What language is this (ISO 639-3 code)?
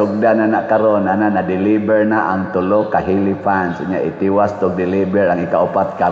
ceb